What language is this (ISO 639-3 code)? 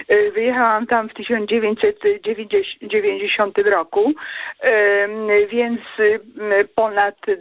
pol